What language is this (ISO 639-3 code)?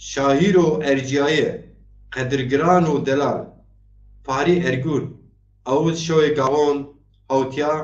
zza